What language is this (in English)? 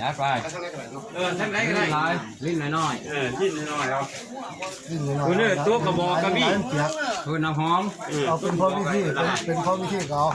Northeastern Thai